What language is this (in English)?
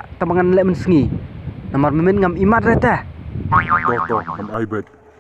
Khasi